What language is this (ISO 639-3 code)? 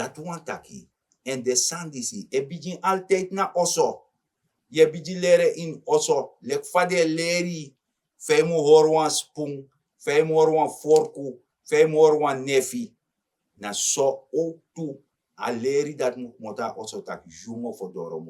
srn